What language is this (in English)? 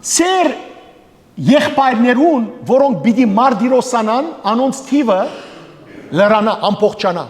Western Armenian